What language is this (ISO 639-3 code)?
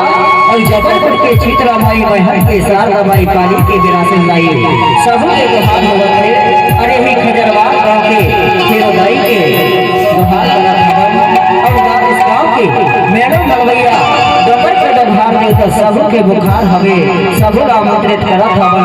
hne